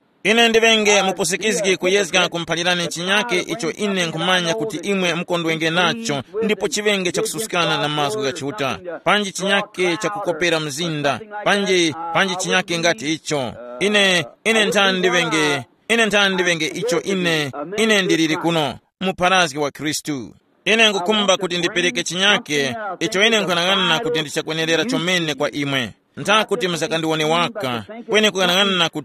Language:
Tumbuka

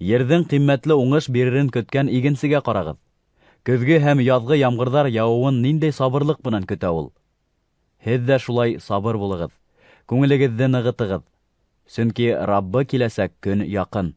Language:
Bashkir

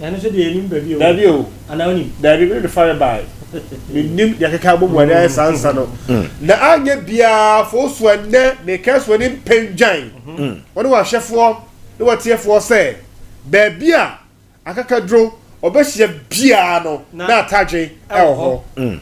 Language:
Akan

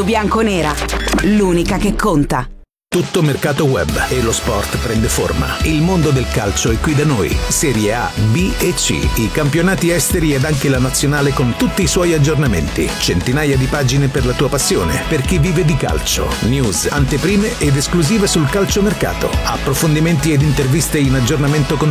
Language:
Italian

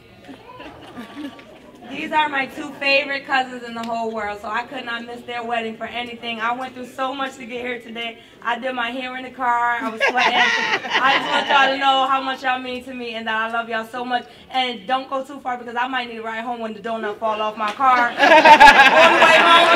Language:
English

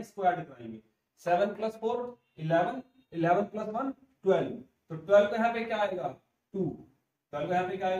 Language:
Hindi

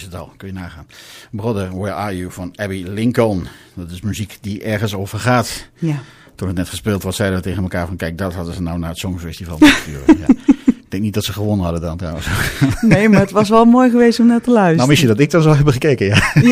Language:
Dutch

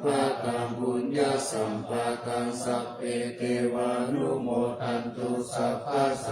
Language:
Pali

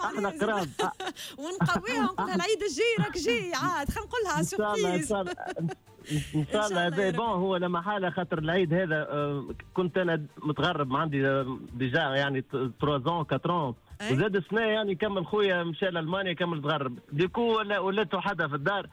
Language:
Tunisian Arabic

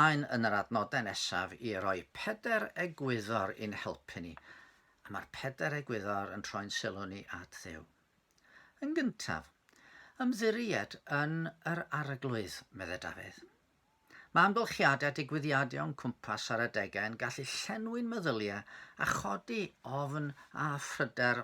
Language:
Welsh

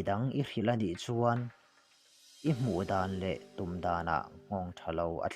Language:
Mizo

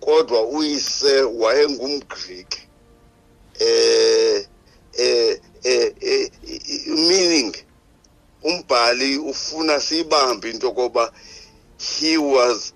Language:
Xhosa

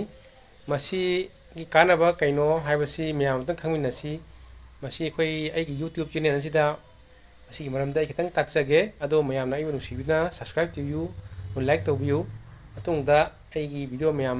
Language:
Manipuri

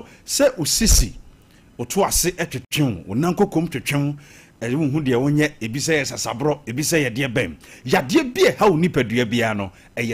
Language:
Akan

